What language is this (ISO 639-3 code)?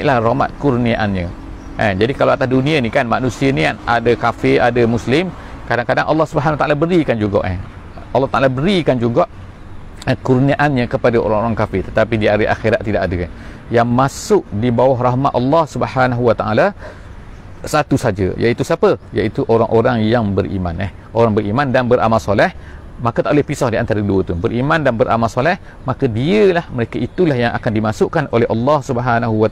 msa